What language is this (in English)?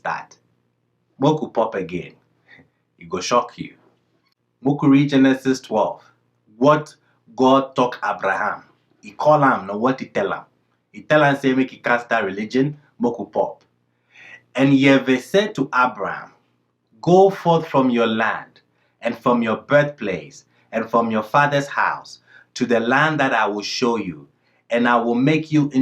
Ghanaian Pidgin English